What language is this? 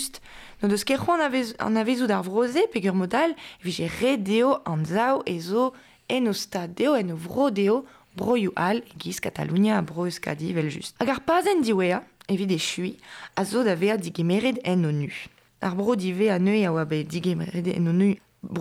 Breton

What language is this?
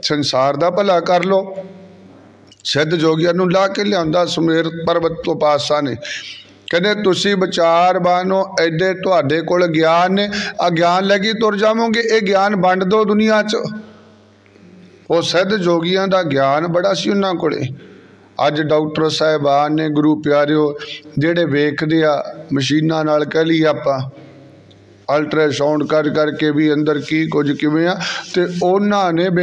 Punjabi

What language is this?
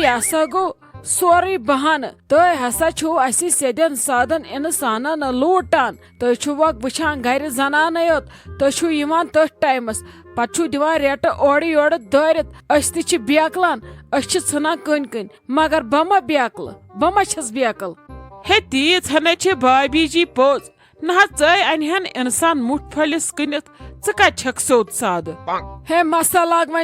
Kashmiri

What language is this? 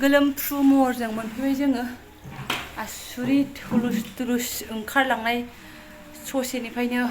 Bodo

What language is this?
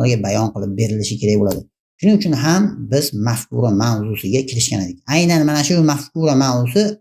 Uzbek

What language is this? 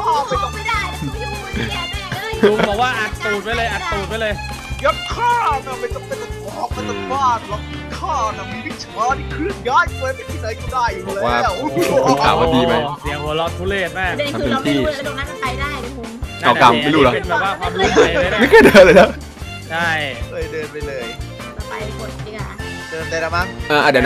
Thai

